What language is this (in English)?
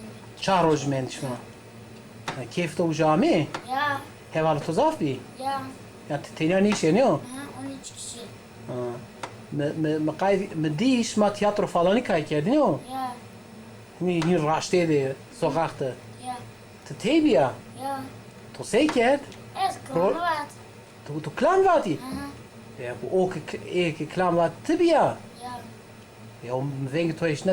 Zaza